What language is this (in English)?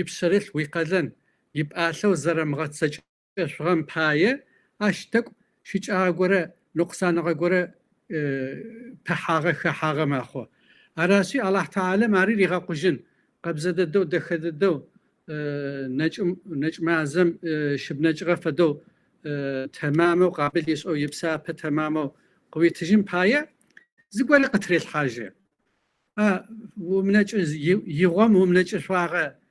Kabardian